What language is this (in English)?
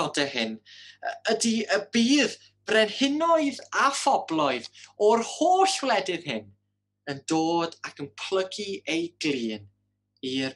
Welsh